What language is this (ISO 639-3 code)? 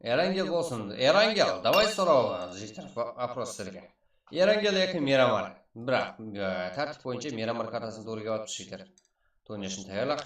kaa